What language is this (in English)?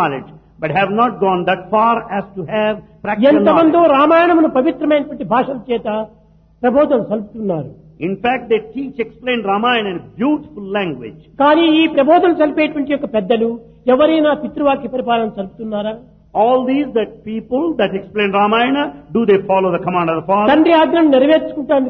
Telugu